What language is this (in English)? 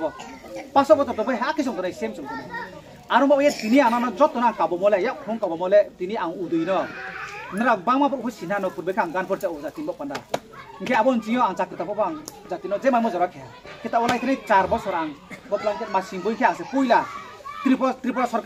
Riang (India)